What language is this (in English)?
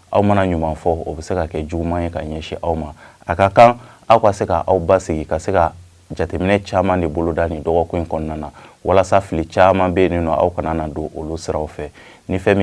Bambara